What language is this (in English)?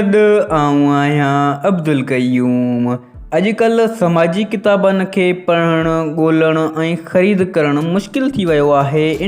Sindhi